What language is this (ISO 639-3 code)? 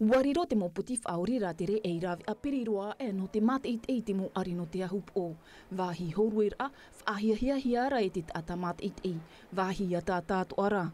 tah